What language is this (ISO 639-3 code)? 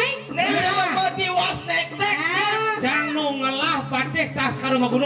ban